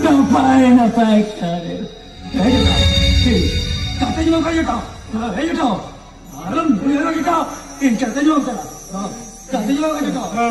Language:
Santali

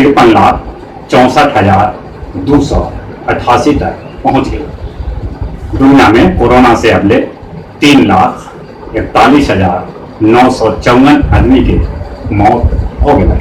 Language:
Magahi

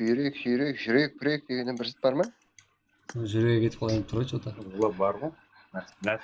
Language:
Kara-Kalpak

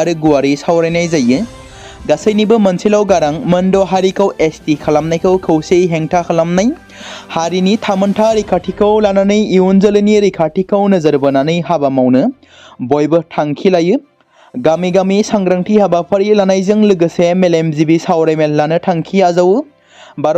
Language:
Bodo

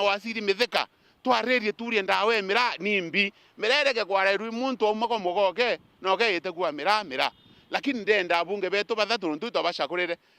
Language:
Meru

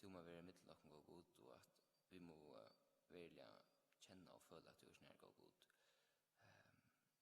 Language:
Faroese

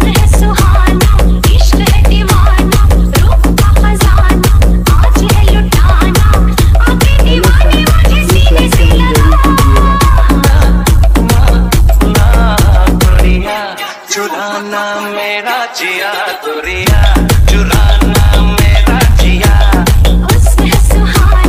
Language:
Hindi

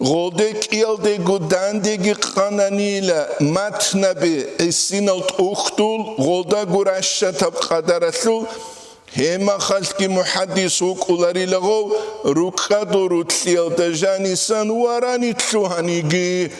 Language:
Avaric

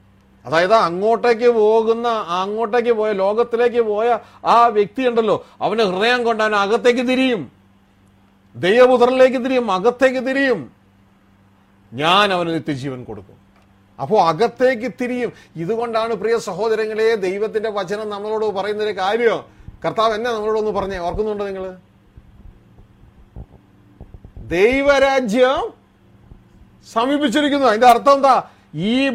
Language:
Malayalam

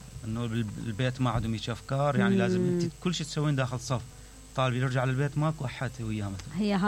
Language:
Mesopotamian Arabic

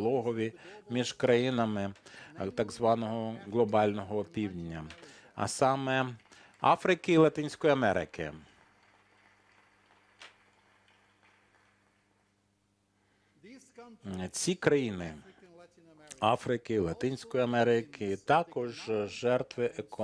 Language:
Ukrainian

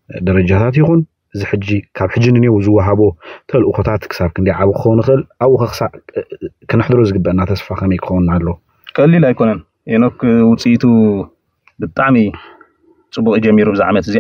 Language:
Tigrinya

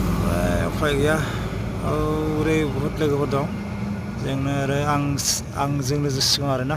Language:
Bodo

